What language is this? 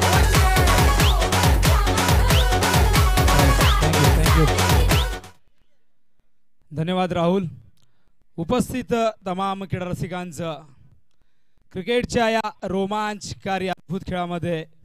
Marathi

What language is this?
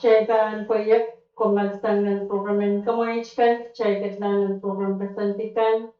Pohnpeian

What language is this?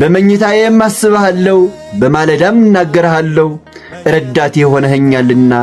Amharic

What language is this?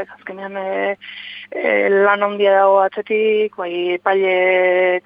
Basque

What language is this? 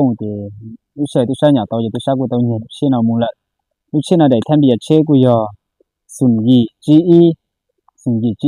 Hmong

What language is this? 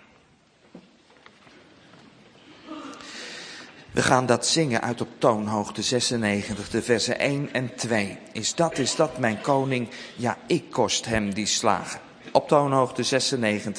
Dutch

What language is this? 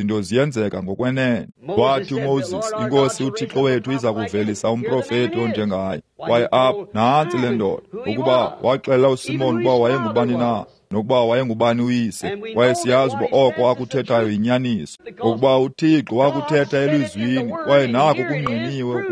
Xhosa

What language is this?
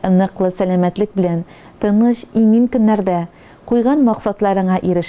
Tatar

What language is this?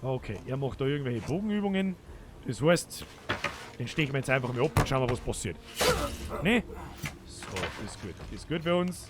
Bavarian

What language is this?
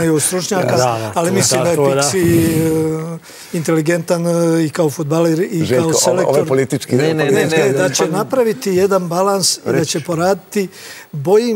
Serbian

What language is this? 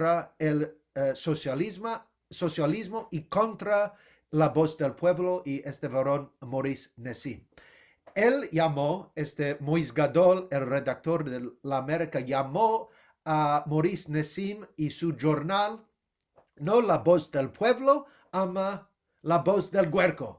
Ladino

